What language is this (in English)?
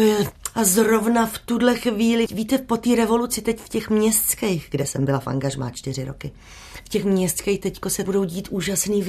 Czech